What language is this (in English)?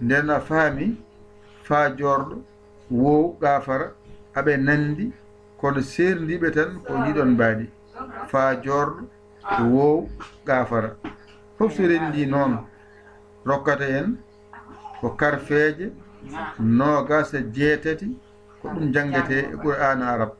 Fula